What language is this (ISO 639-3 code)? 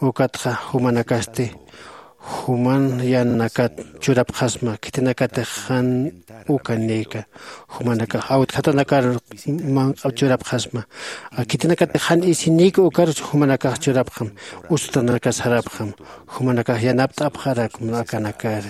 aym